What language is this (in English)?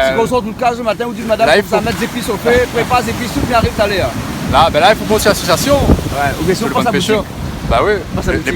Réunion Creole French